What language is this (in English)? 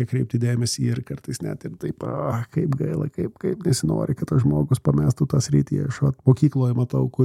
Lithuanian